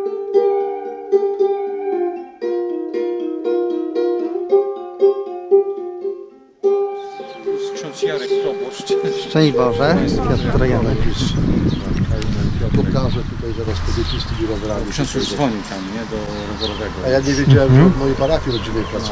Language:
Polish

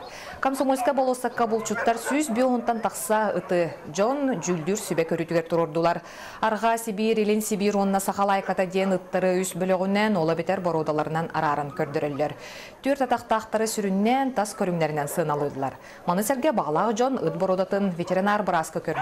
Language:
Yakut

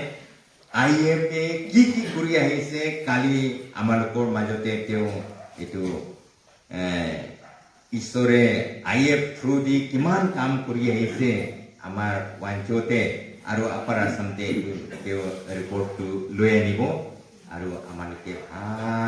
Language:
Naga Pidgin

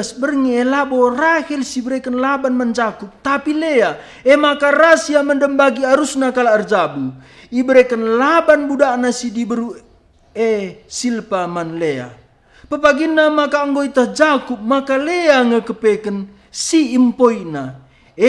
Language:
Batak Karo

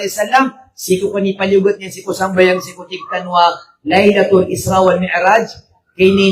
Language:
Maranao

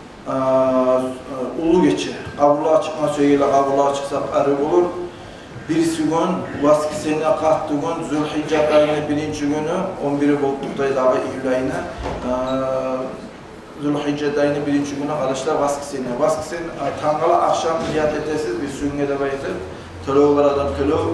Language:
Kumyk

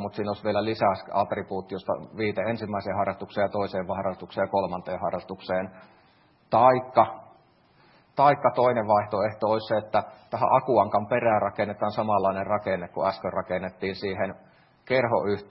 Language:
Finnish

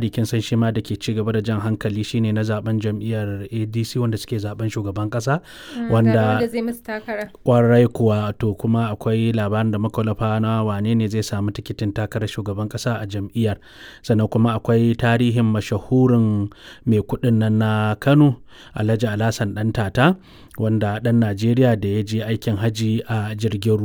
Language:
Hausa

